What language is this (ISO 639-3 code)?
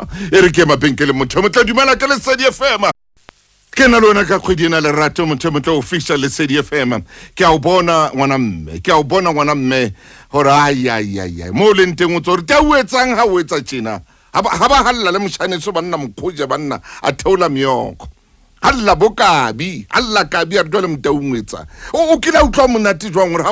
sot